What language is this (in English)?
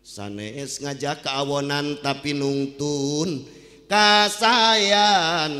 Sundanese